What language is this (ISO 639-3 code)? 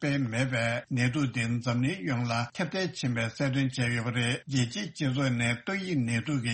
bod